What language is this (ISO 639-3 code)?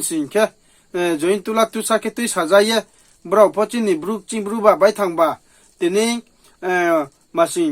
ria